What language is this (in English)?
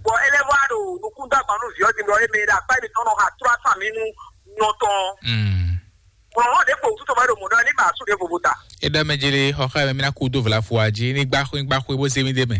Fon